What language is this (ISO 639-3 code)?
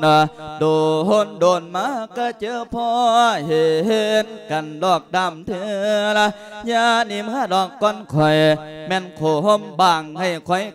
lao